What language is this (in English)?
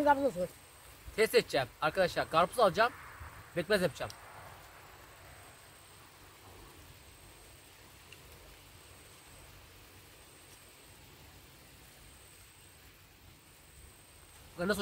Turkish